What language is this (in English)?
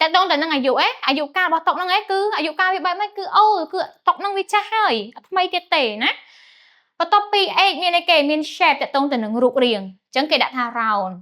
Khmer